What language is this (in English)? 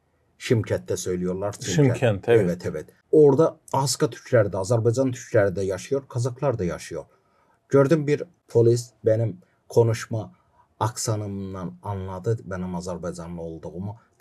Gagauz